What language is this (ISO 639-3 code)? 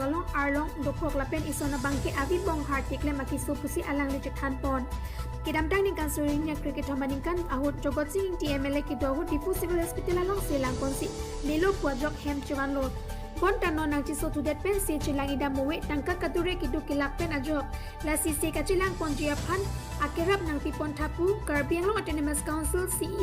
mjw